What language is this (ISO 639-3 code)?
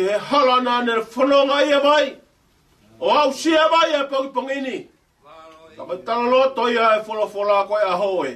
ton